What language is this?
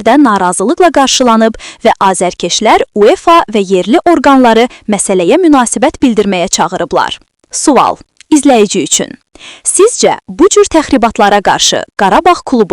Azerbaijani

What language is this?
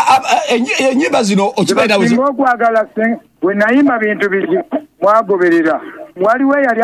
Ganda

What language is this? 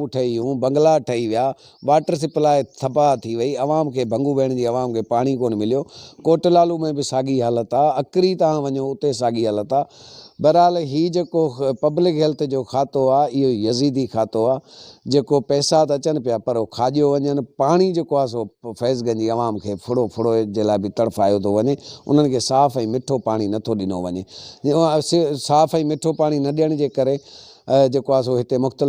Sindhi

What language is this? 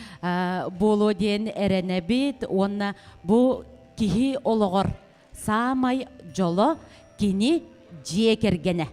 Yakut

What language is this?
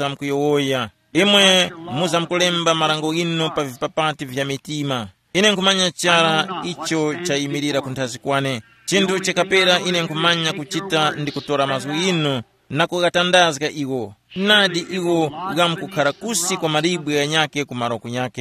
Tumbuka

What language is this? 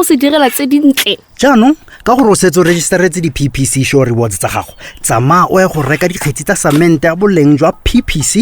Tswana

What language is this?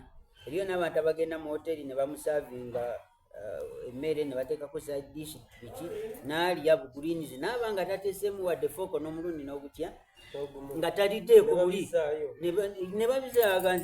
Soga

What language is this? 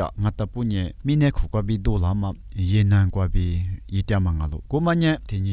Lisu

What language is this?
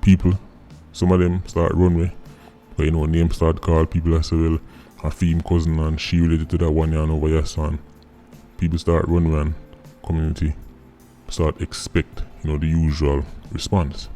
Jamaican Creole English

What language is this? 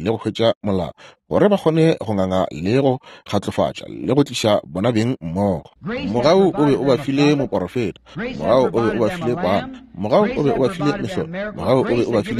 Northern Sotho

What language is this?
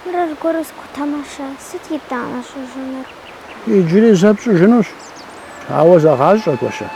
Kabardian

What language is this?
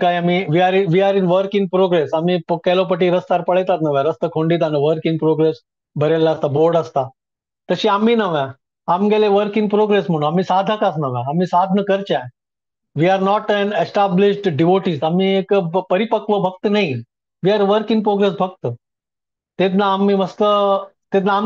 Konkani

